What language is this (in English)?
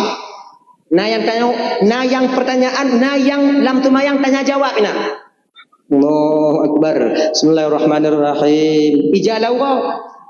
Achinese